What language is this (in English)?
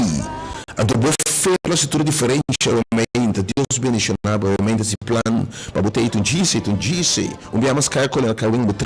Papiamento